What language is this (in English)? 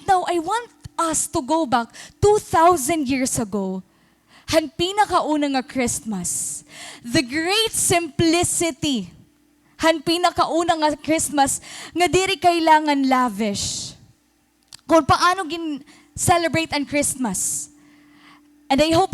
Waray